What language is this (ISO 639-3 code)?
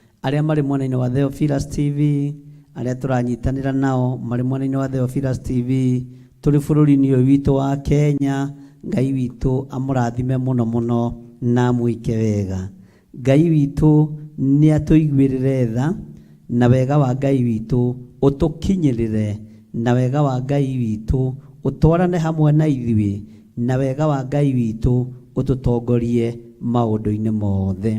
kik